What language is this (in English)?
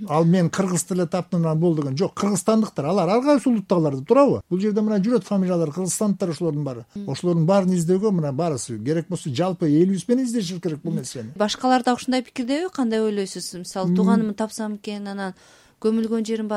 Kyrgyz